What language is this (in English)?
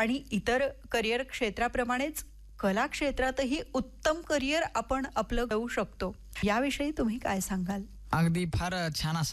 Marathi